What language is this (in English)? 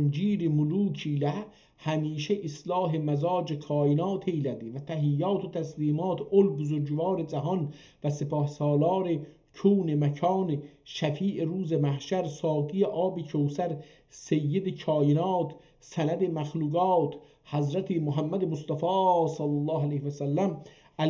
South Azerbaijani